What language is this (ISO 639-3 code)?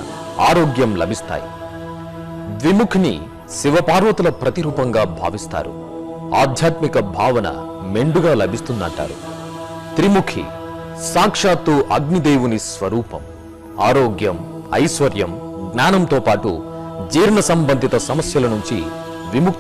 tel